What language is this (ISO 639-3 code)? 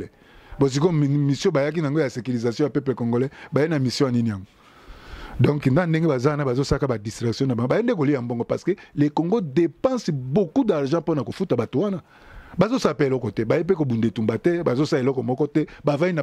lin